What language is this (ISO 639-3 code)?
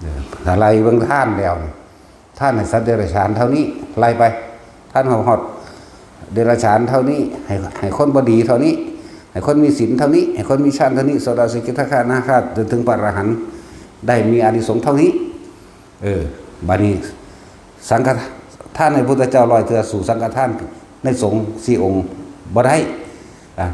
tts